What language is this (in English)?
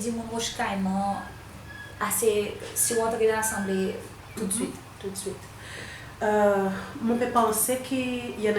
Seselwa Creole French